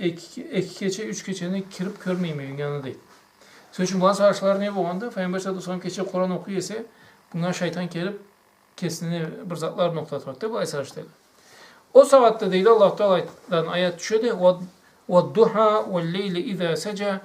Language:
Karachay-Balkar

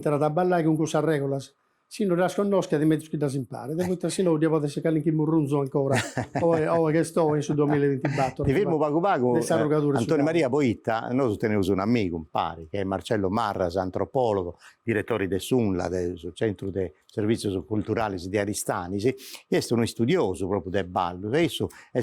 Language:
Sardinian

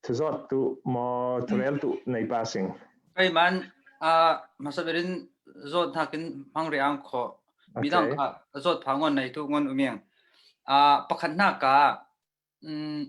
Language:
Falam Chin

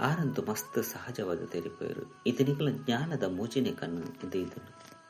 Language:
Tulu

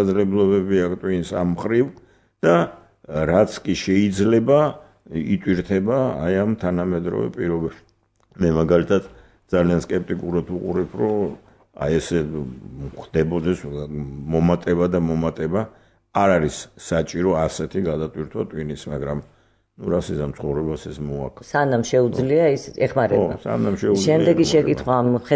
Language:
Georgian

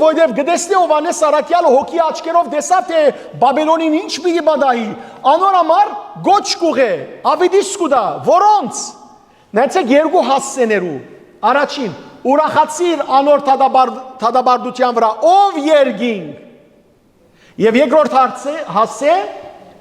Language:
Western Armenian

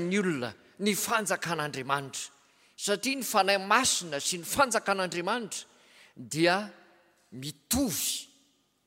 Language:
Malagasy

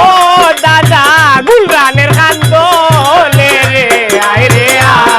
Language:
Sylheti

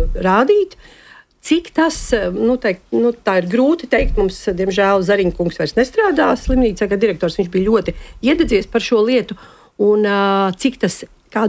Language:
Latvian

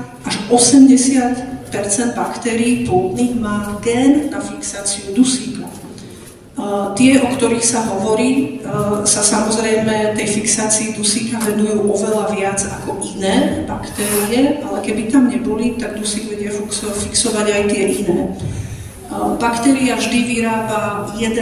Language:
Slovak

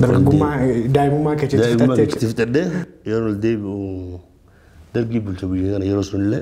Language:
Oromo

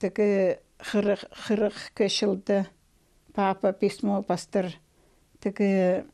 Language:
Khakas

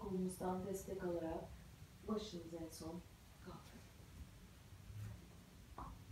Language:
Turkish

